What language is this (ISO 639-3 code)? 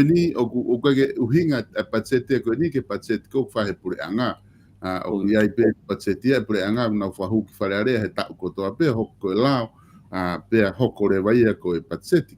ton